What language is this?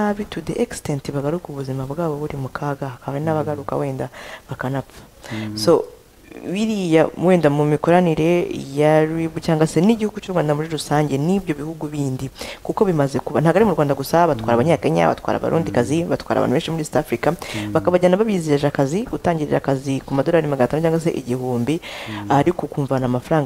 Kinyarwanda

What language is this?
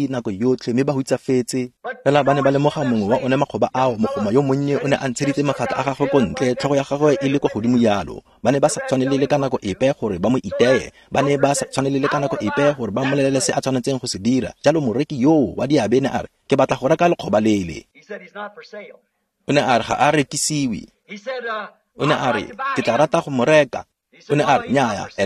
Tswana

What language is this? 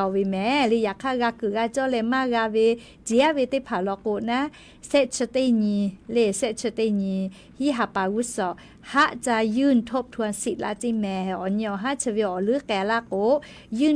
Lahu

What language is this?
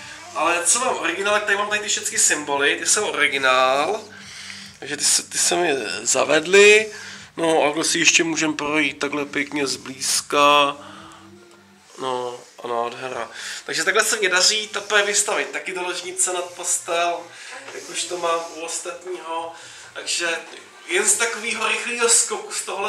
Czech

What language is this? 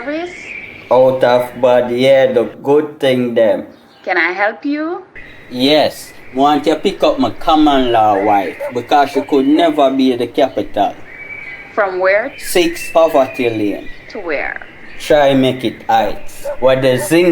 Jamaican Creole English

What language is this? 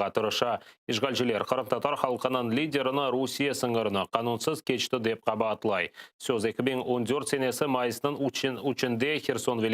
Crimean Tatar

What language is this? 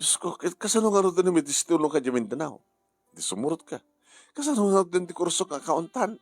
Iloko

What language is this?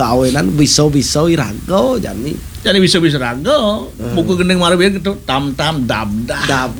Balinese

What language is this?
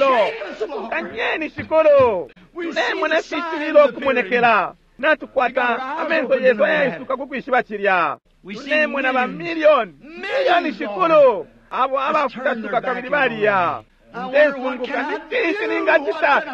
Bemba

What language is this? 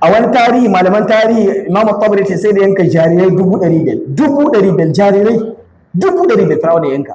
Hausa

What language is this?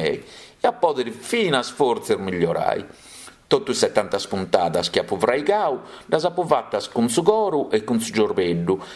Sardinian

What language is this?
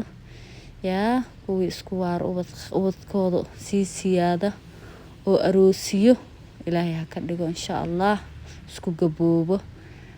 Somali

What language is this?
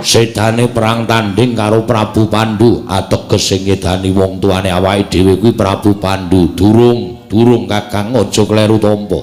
Javanese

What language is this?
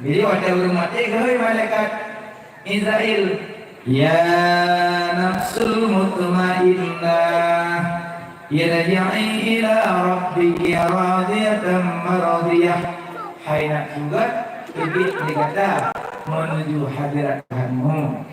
Achinese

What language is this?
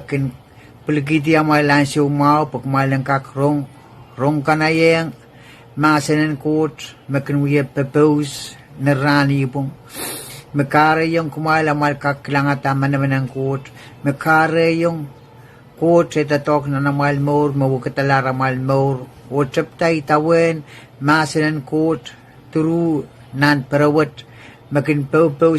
Pohnpeian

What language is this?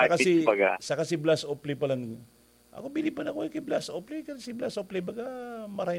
Bikol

